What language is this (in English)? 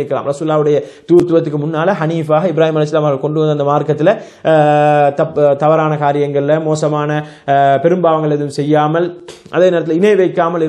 Tamil